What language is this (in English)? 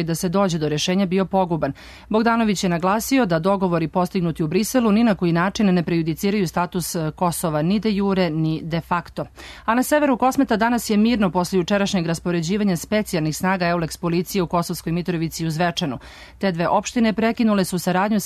Serbian